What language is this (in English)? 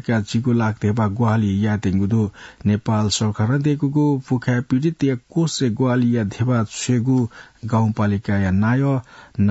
Newari